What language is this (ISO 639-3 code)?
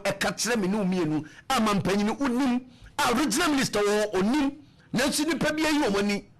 aka